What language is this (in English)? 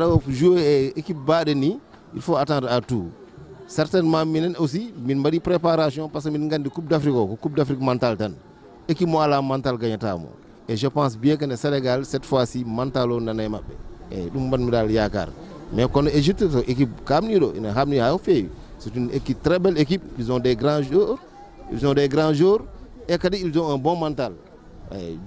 Fula